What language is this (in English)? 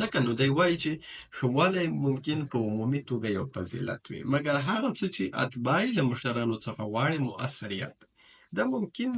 Pashto